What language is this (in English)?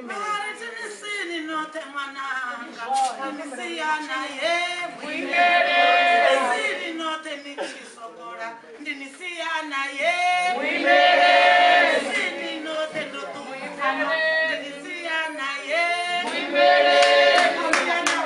Venda